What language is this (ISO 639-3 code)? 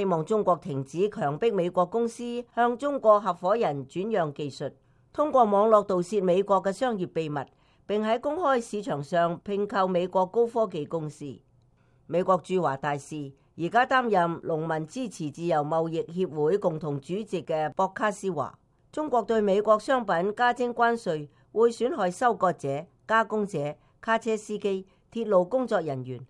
yue